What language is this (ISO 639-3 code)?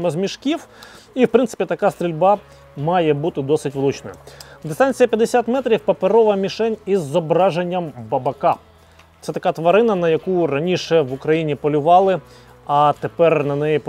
ukr